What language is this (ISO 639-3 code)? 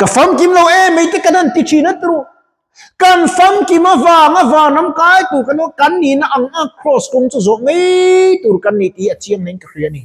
lus